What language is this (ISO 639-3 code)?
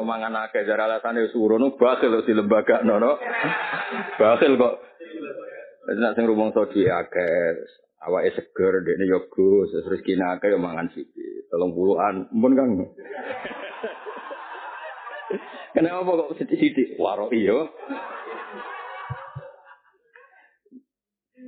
jav